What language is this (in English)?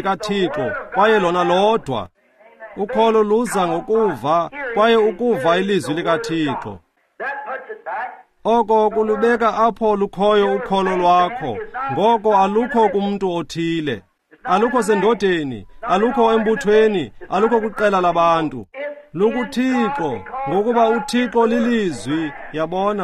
Xhosa